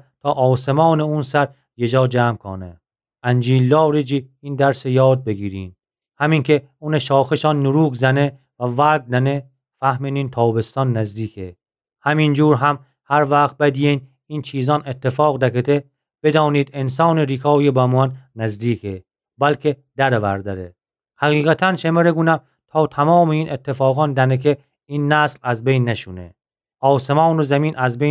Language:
Gilaki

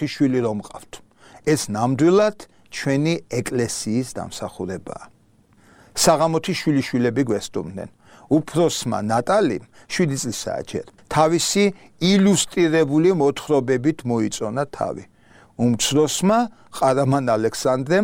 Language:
Georgian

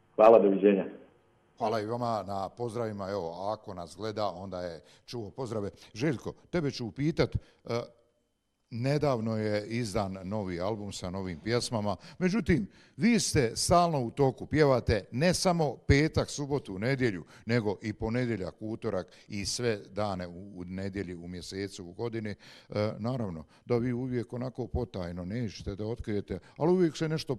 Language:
Bosnian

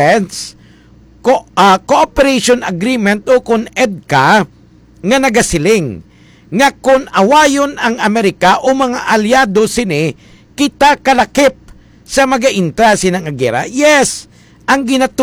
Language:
Hiligaynon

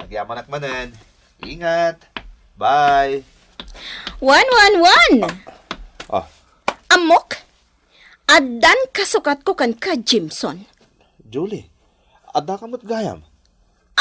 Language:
Iloko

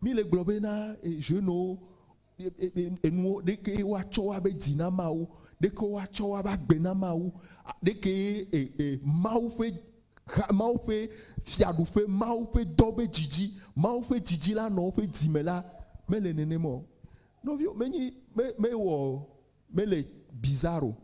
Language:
Ewe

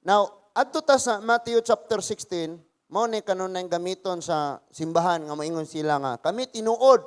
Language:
Cebuano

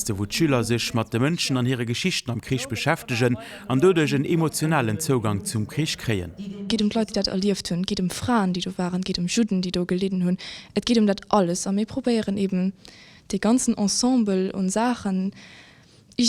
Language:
Luxembourgish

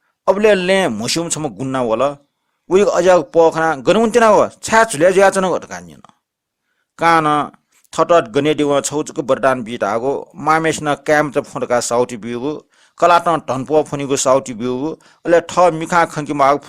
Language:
Newari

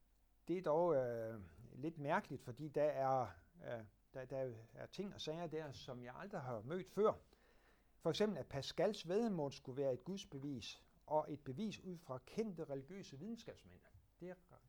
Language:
Danish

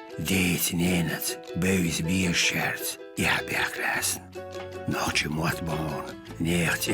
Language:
Chechen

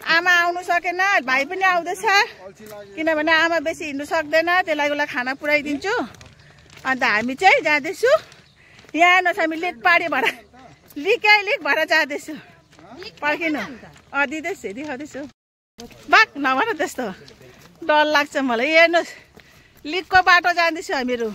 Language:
Nepali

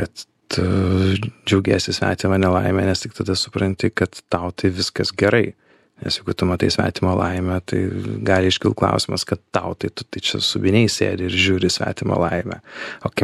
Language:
Lithuanian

